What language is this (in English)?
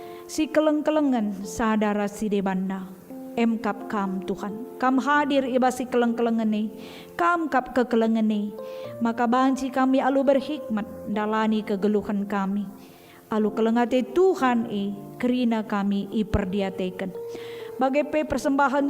Batak Karo